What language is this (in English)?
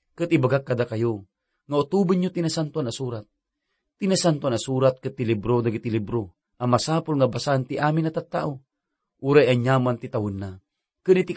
Iloko